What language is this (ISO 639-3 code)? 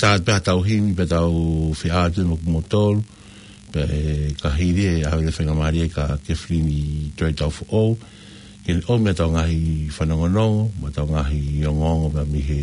ton